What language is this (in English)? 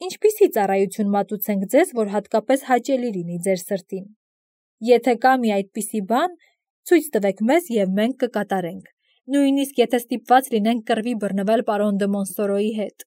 Armenian